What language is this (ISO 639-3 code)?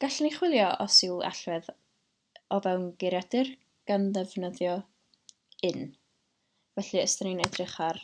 cym